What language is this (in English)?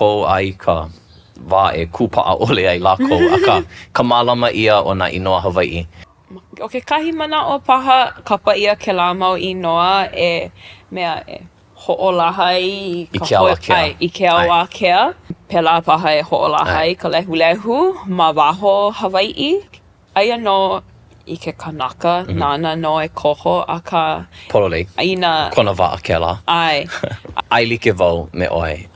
Hawaiian